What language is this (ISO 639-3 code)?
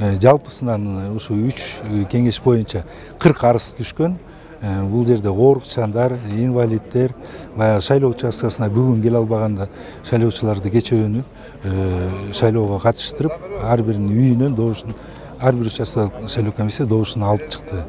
kir